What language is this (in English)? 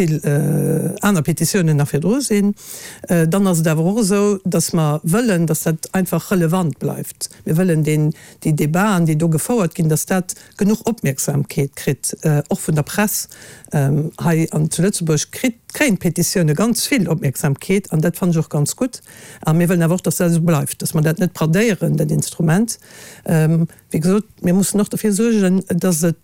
Luxembourgish